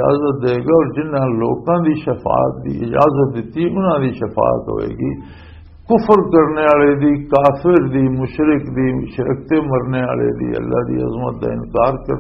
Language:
Western Panjabi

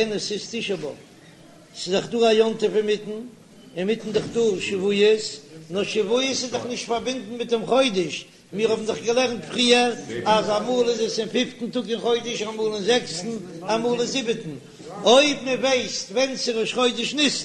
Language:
Yiddish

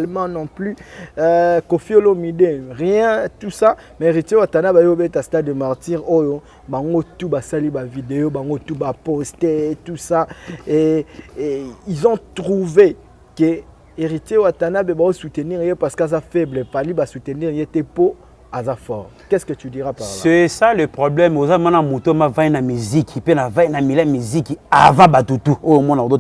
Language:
Lingala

